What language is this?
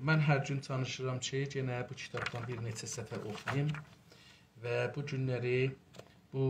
South Azerbaijani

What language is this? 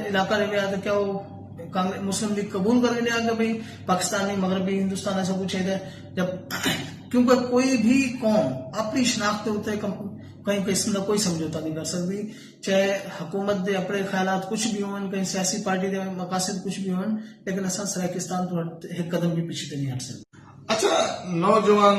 Saraiki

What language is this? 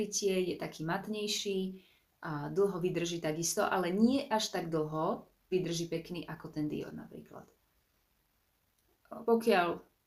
Slovak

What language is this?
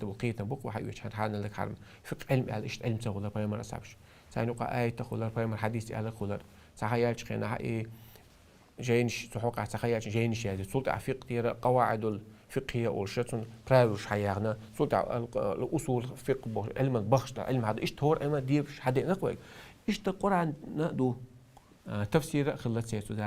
Chechen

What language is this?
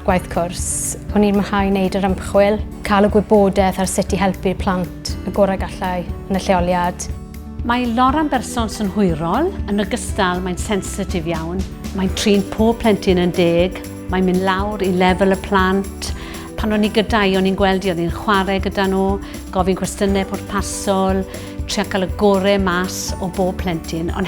Welsh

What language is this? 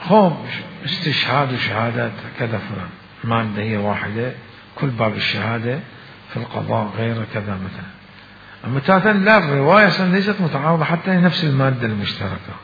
Mesopotamian Arabic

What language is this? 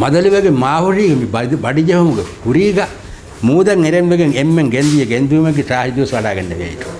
Divehi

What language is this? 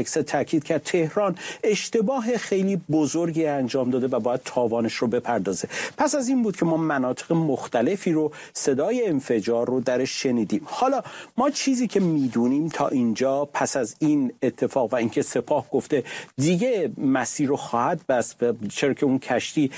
Persian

